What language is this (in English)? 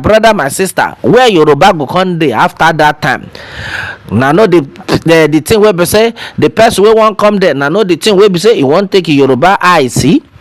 Nigerian Pidgin